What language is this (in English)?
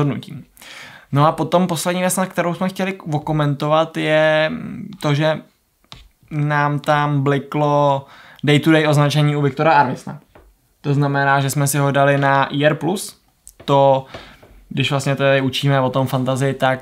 Czech